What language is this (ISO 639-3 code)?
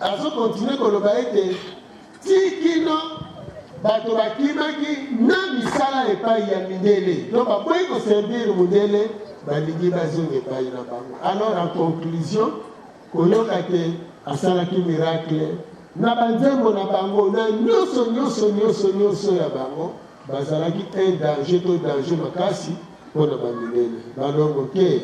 lin